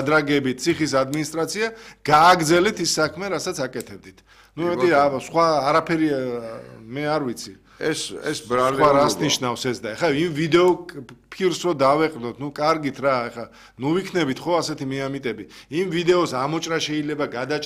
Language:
Georgian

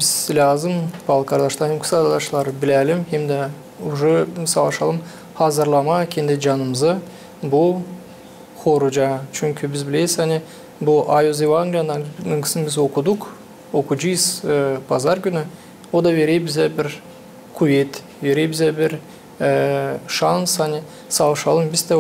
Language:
Gagauz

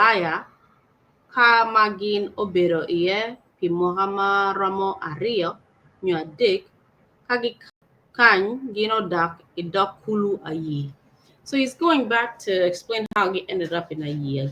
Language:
Acoli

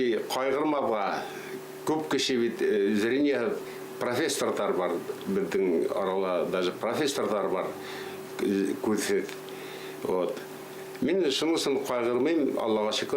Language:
Bashkir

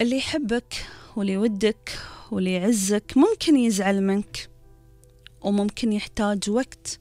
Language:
Gulf Arabic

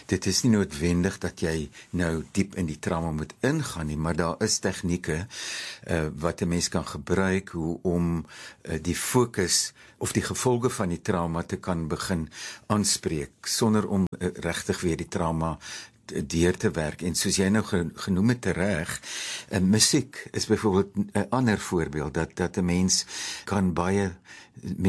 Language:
Afrikaans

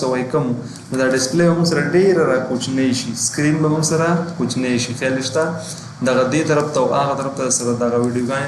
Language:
Pashto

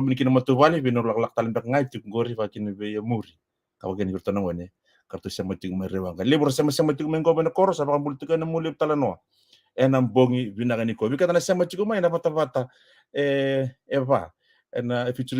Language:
Fijian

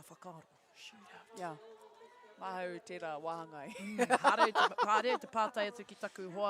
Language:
Māori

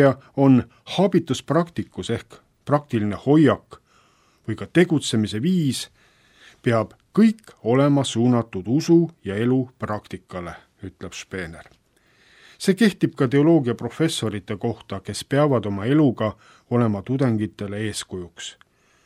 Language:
Estonian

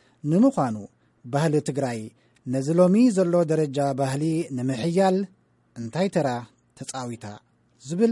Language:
Tigrinya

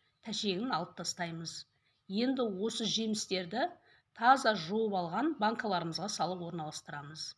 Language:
Kazakh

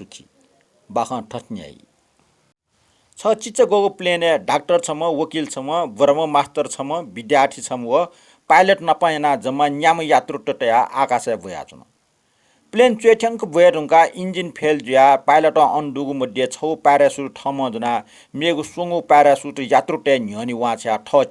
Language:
Newari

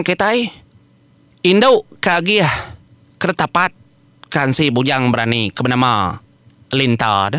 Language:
Iban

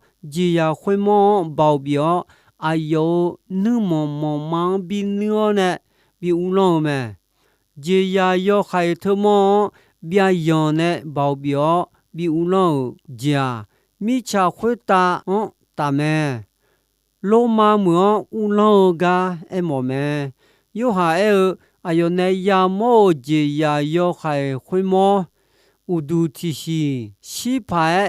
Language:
Akha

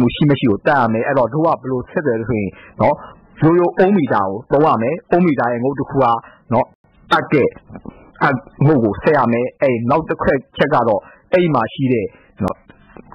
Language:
Burmese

